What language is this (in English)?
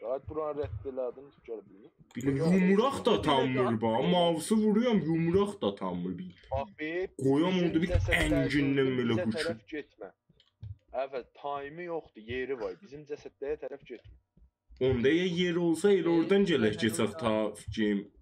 South Azerbaijani